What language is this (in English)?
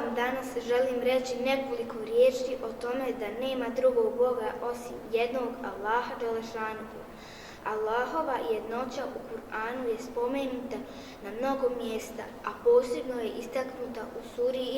Bosnian